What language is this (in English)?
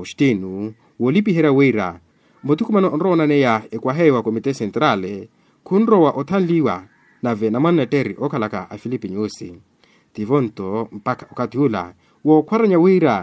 Makhuwa